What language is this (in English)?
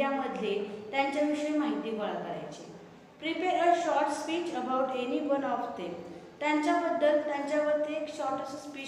Marathi